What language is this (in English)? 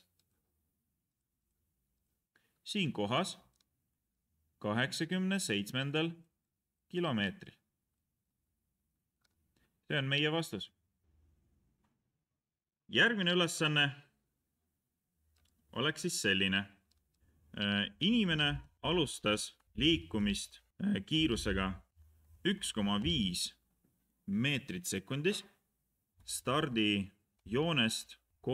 Estonian